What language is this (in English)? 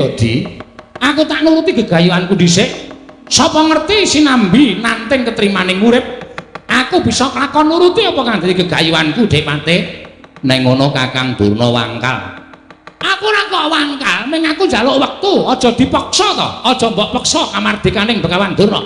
Javanese